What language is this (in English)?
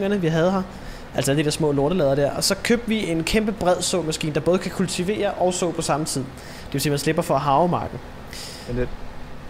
Danish